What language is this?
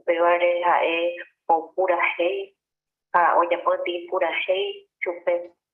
Guarani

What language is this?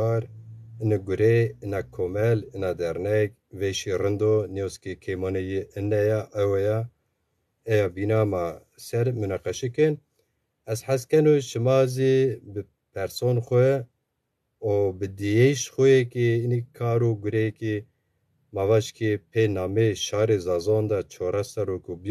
Zaza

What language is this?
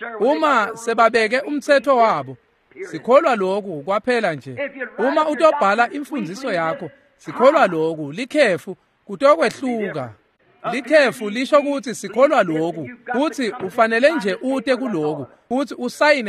Swati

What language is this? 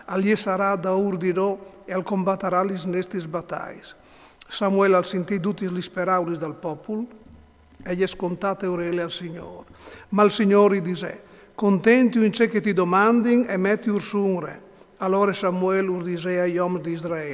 Friulian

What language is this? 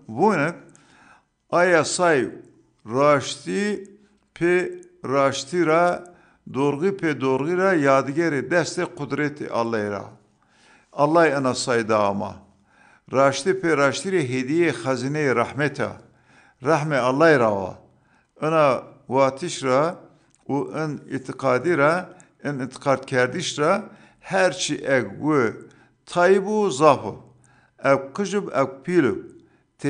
Zaza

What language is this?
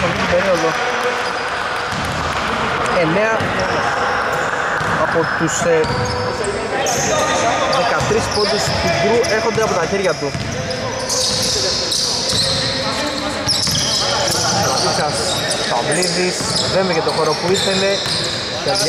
Greek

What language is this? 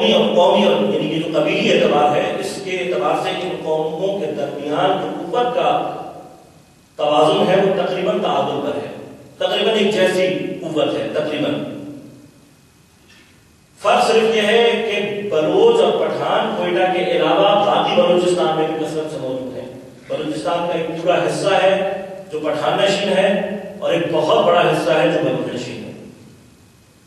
Urdu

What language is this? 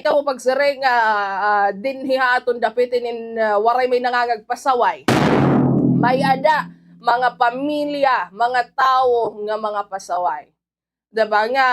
Waray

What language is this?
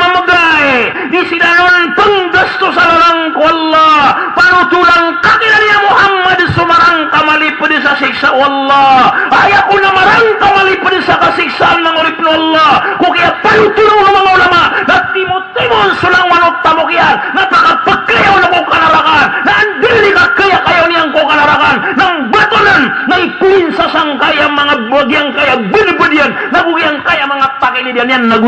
Maranao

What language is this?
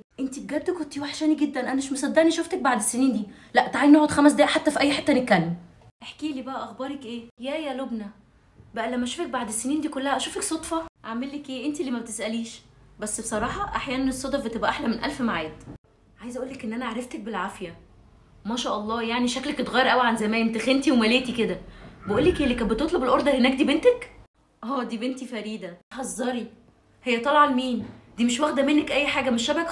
Egyptian Arabic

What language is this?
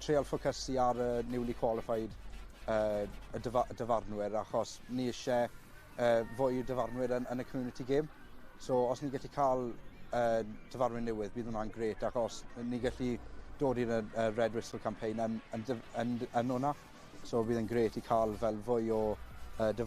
Welsh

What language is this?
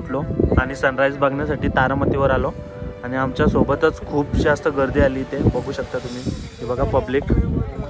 Marathi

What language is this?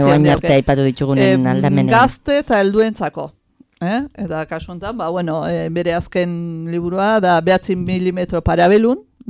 Basque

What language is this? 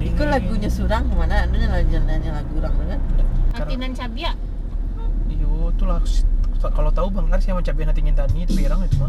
Minangkabau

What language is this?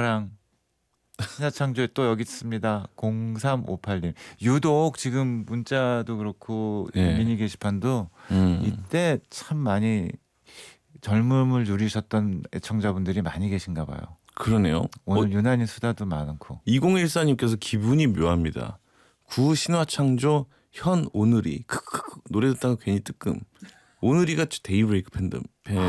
Korean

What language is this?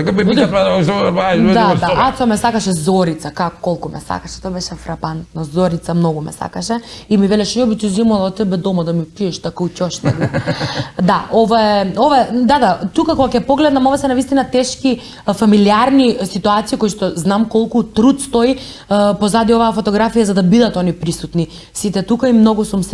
Macedonian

